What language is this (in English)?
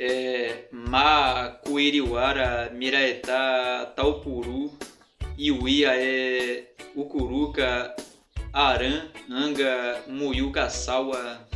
Nheengatu